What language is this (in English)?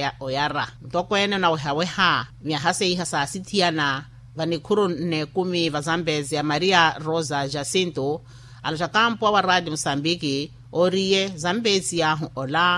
Makhuwa